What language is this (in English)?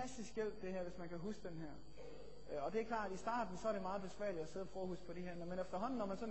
Danish